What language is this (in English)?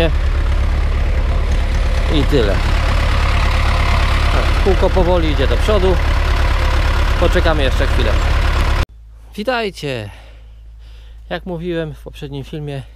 Polish